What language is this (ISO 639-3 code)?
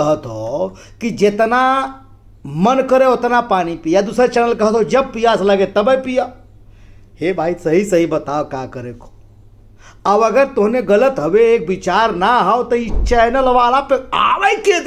bho